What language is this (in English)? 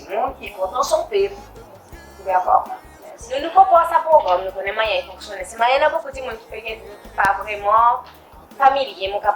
Seselwa Creole French